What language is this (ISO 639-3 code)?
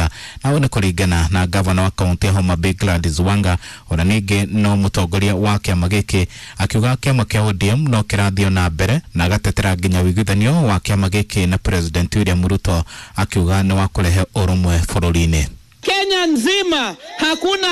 kik